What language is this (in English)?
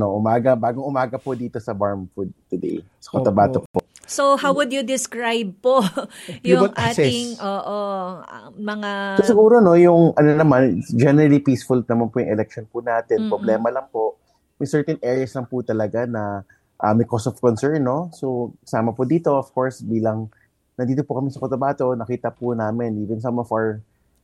Filipino